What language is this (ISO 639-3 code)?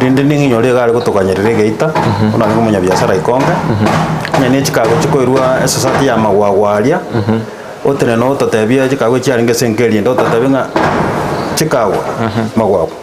guz